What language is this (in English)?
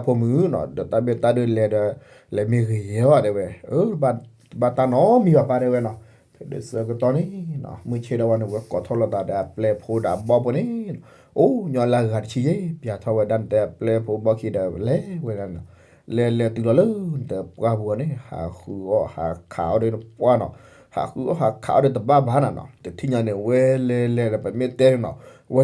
S'gaw Karen